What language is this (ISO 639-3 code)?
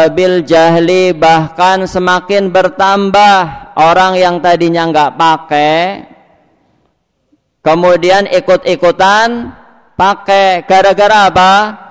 ind